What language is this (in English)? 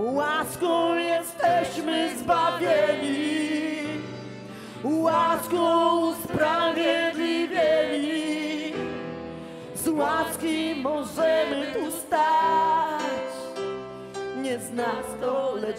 Polish